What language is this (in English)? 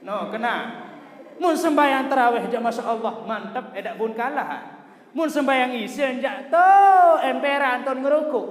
Sasak